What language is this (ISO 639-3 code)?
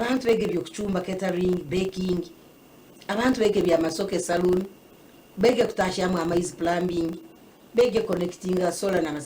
nyn